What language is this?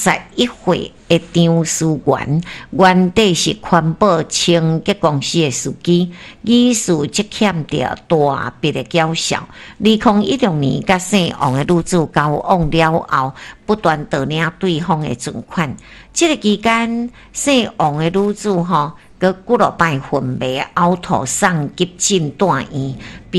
Min Nan Chinese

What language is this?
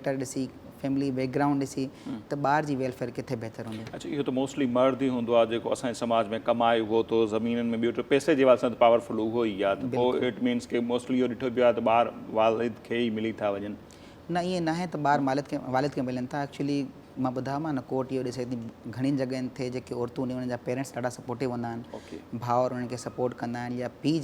Sindhi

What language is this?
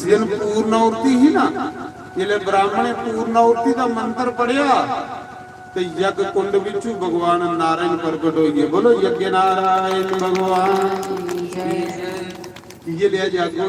Dogri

